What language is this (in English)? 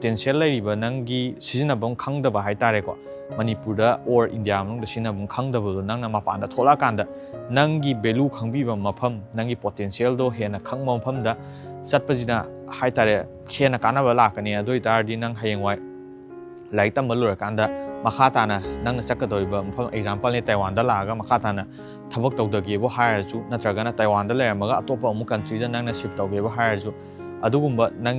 Manipuri